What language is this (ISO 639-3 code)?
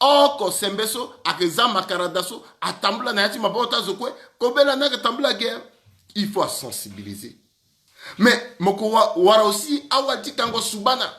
sag